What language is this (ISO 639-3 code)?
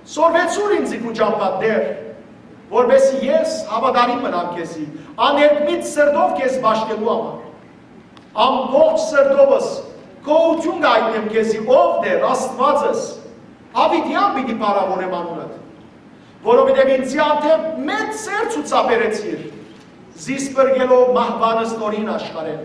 hyw